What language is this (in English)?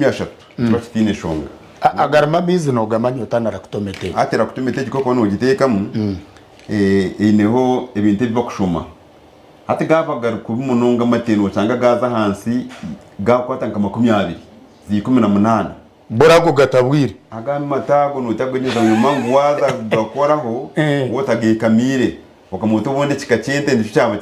Nyankole